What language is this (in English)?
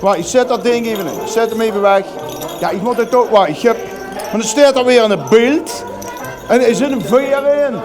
Limburgish